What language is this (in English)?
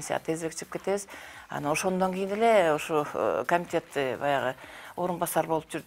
Kyrgyz